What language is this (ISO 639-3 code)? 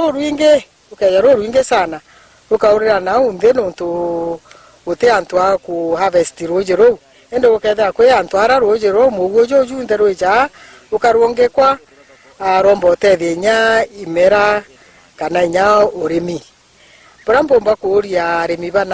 mer